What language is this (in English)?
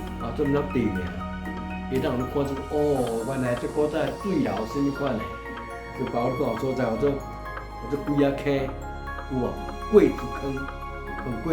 Min Nan Chinese